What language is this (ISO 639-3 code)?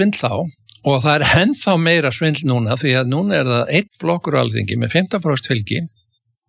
isl